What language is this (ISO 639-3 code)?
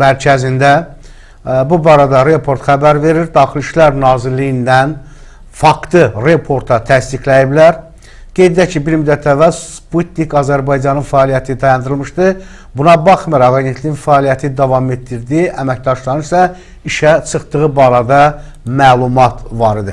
aze